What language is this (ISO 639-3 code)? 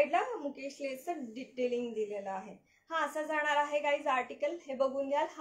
mar